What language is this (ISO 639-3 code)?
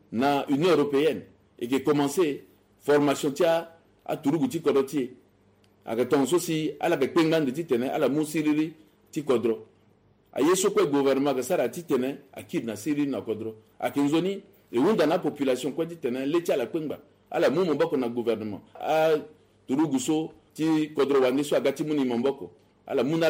sag